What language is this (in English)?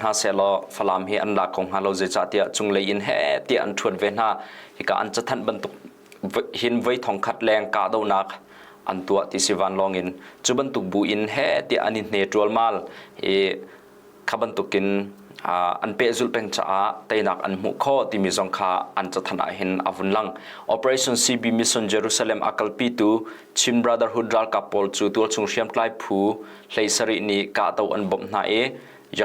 Hakha Chin